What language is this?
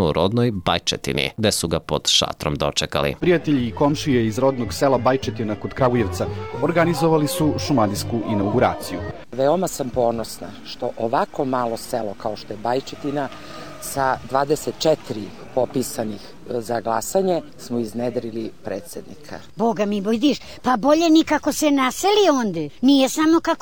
Serbian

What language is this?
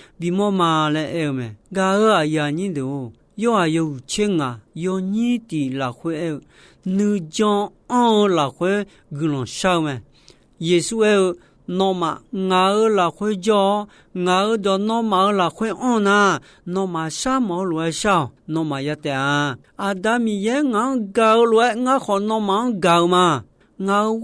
Akha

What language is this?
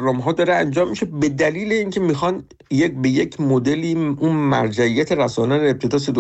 Persian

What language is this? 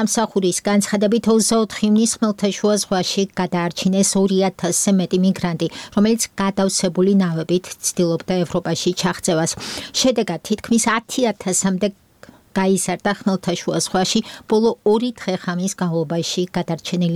Georgian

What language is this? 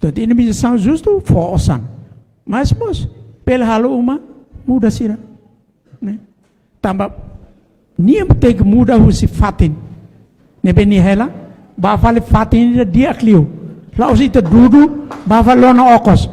Tetum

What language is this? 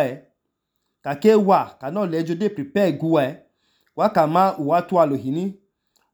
Idoma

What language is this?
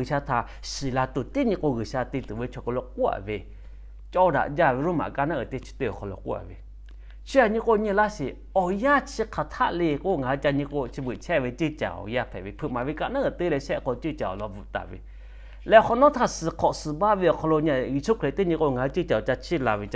Lahu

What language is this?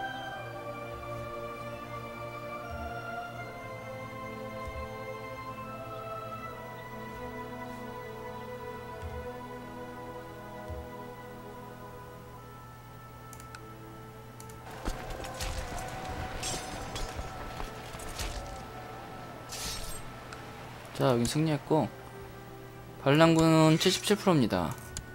Korean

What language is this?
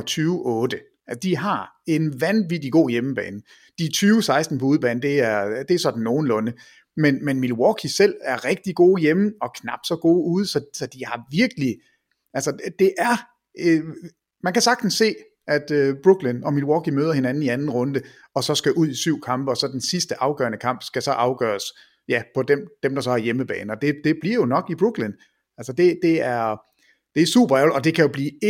Danish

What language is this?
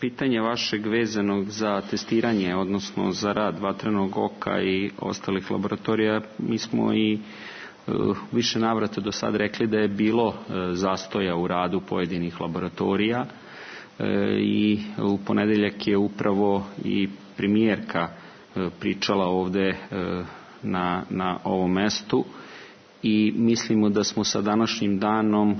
Serbian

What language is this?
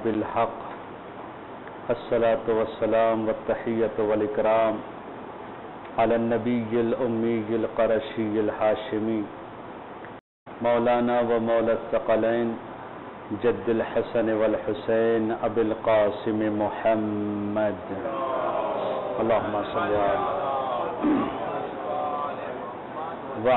Urdu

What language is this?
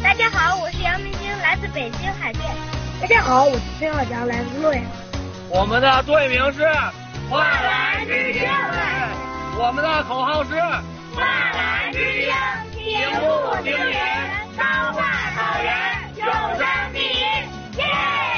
Chinese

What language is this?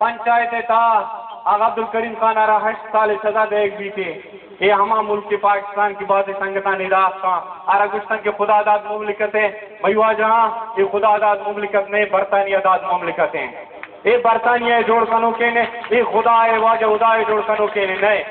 Baluchi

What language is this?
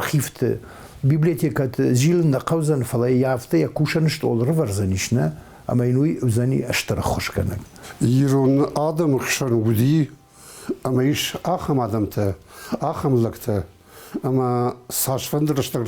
Ossetic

